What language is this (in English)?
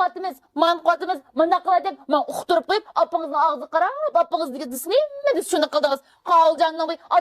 Uyghur